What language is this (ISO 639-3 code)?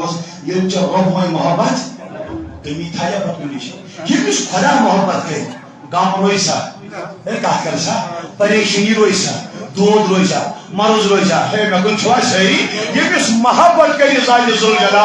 kas